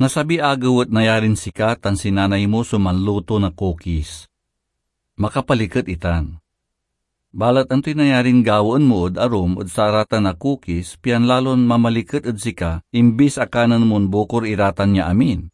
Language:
Pangasinan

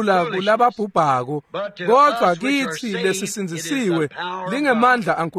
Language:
Swati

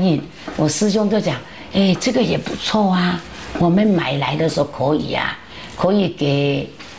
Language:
Chinese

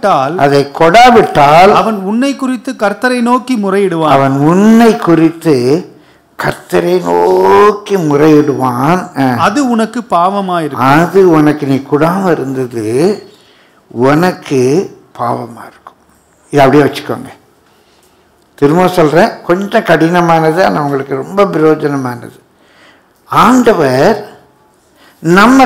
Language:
Tamil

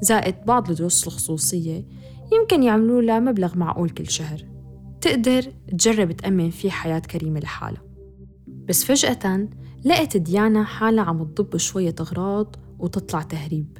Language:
North Levantine Arabic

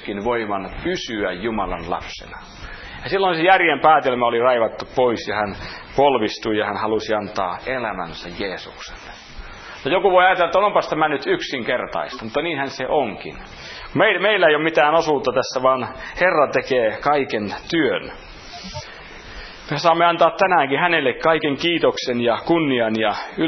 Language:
Finnish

